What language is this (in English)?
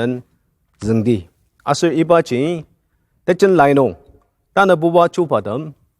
Ao Naga